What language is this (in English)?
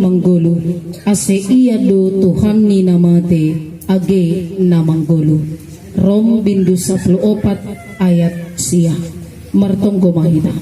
Batak Simalungun